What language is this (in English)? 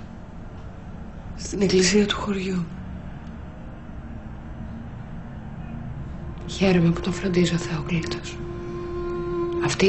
Greek